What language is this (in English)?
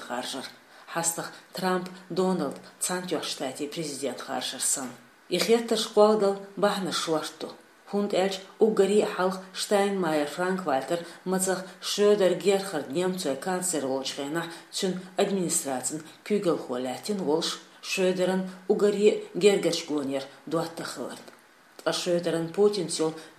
Chechen